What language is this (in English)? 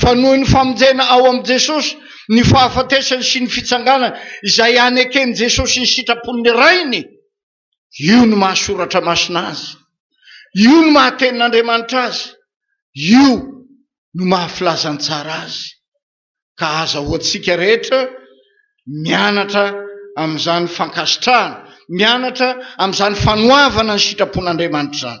Malagasy